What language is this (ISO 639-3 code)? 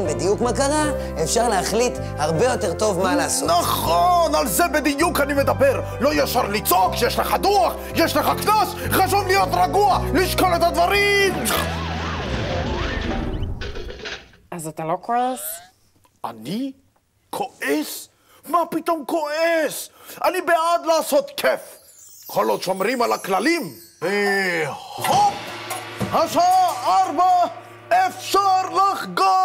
heb